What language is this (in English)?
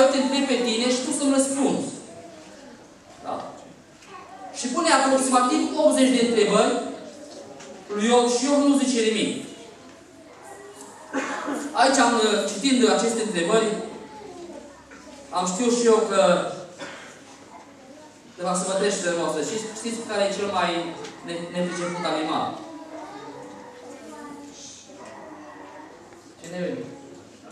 Romanian